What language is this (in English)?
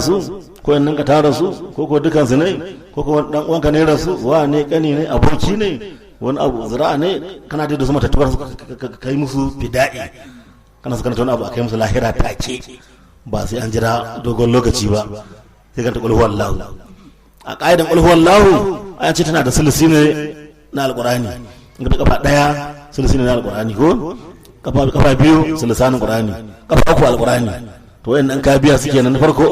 Hausa